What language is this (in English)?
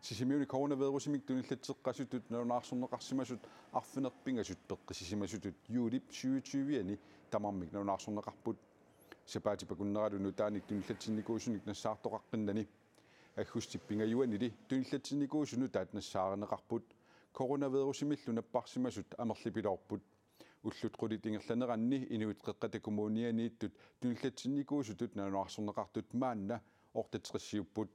Kalaallisut